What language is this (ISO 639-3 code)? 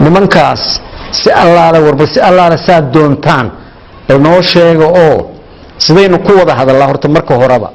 som